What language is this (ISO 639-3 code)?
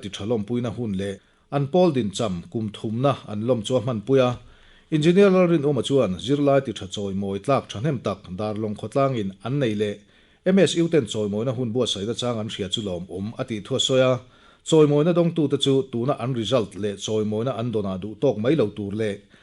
lus